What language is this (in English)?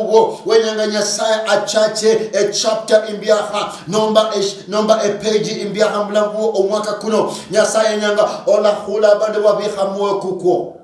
Luyia